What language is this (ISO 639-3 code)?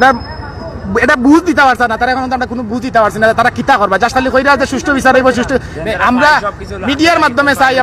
syl